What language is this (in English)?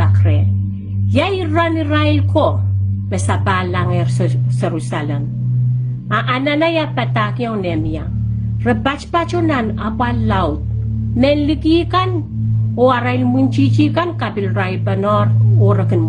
Pohnpeian